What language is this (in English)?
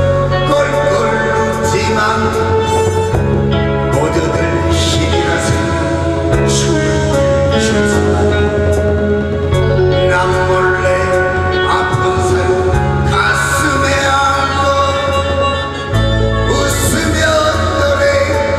Korean